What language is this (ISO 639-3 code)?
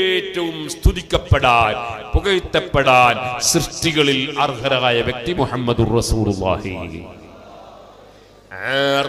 mal